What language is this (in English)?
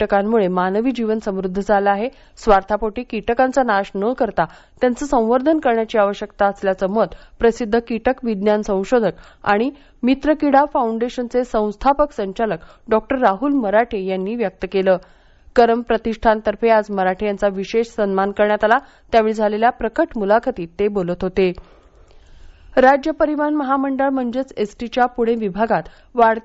Marathi